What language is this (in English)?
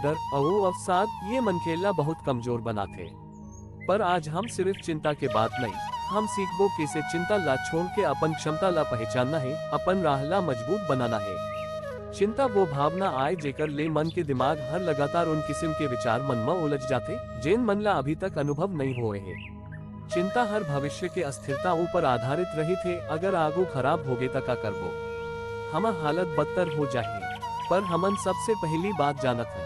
Chhattisgarhi